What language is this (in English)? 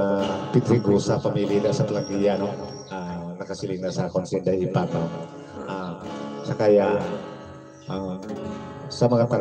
Hiligaynon